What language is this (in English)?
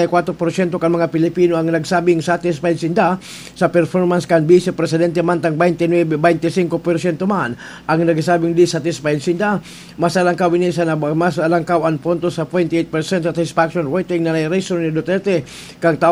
Bikol